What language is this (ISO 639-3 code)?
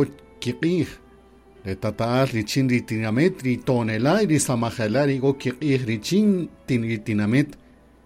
cak